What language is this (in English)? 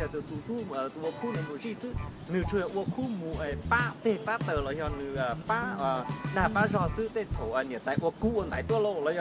Hmong